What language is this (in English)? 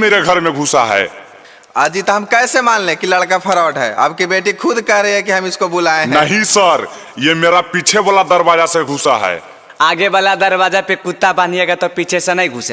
Magahi